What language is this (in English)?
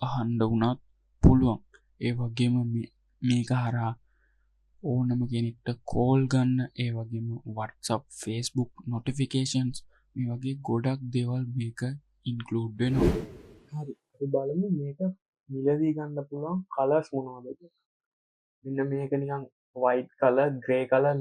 Sinhala